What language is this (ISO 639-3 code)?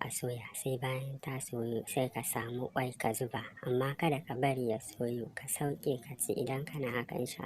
hau